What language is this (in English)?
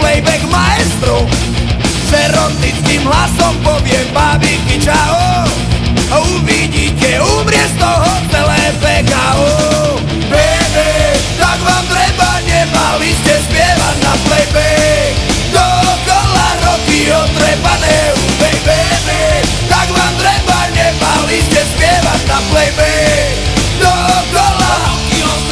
Slovak